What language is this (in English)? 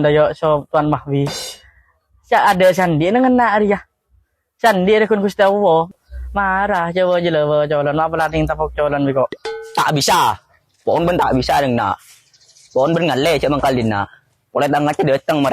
Madurese